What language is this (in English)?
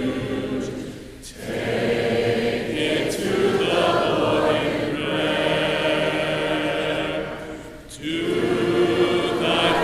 English